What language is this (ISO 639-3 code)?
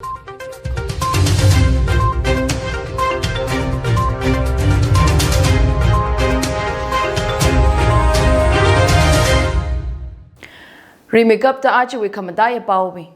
nmf